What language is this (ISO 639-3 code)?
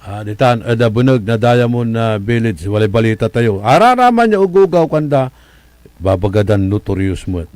pag